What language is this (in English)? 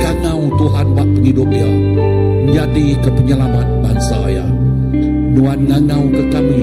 Iban